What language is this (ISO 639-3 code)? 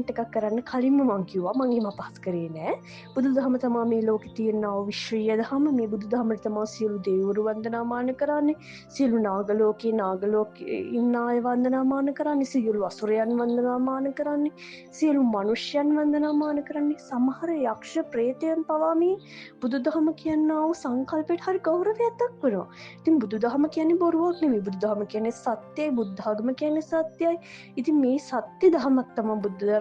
sin